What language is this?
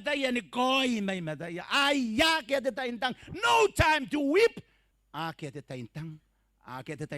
Gilbertese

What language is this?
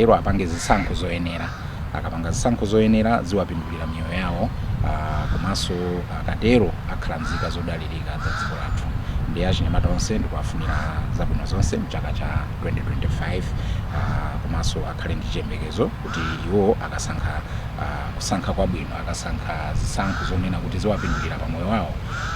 Nyanja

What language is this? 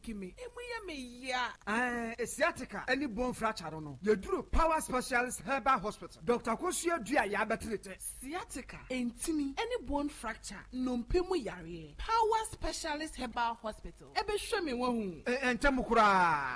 Akan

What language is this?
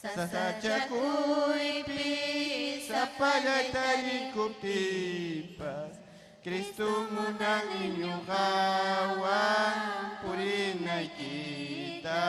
Ayacucho Quechua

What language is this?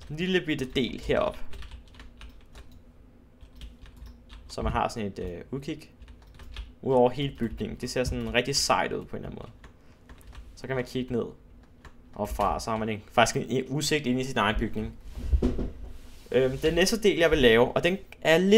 Danish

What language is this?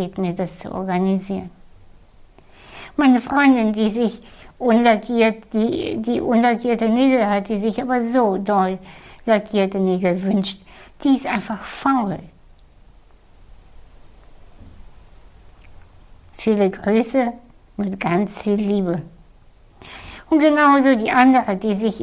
German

